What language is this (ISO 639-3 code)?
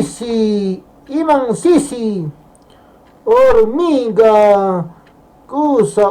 que